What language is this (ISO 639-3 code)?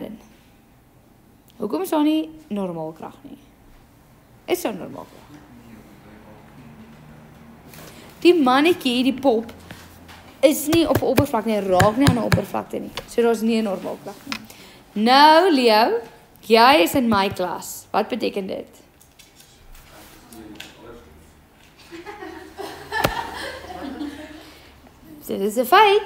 afr